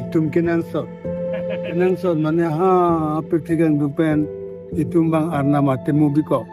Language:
Karbi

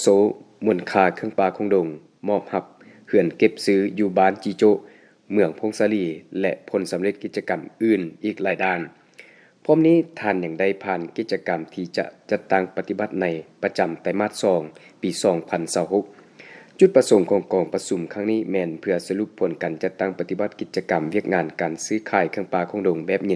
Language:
Lao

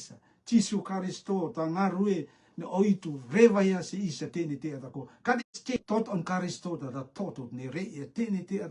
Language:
Rotuman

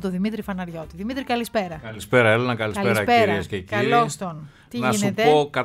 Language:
Greek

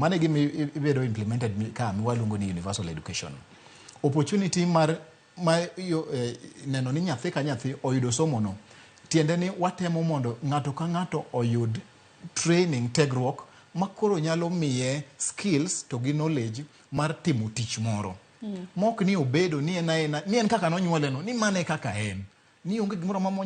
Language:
Luo (Kenya and Tanzania)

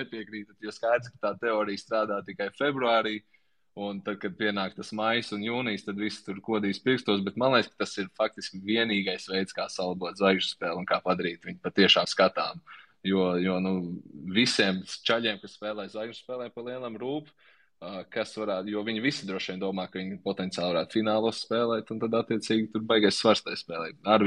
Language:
Latvian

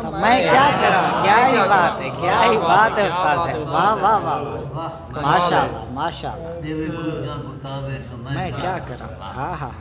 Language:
Saraiki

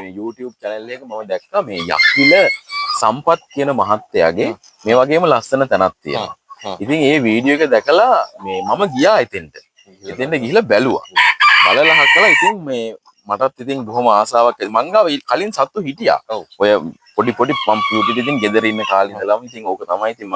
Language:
Sinhala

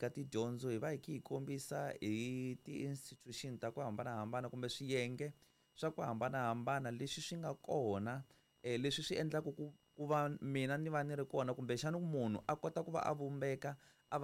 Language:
Tsonga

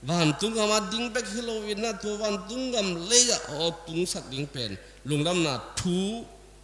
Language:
Tedim Chin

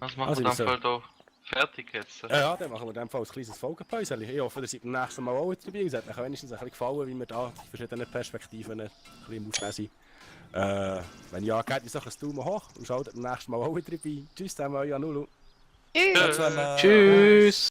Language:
Swiss German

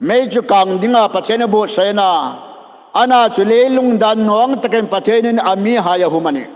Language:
Hmar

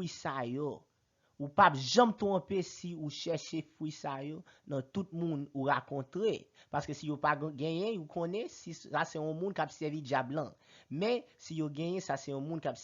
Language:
Haitian Creole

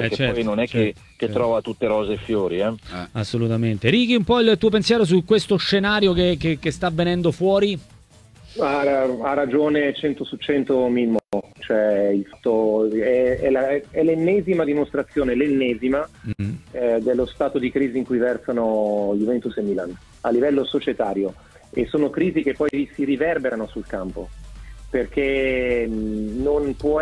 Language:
Italian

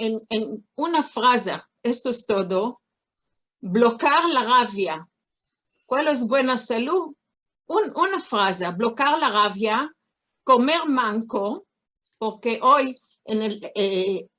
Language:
Ladino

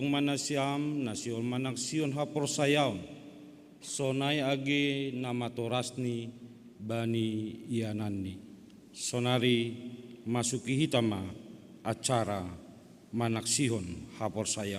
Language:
Batak Simalungun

